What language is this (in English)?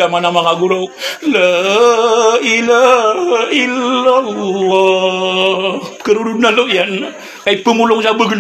Maranao